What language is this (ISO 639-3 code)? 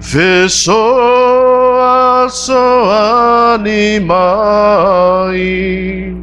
smo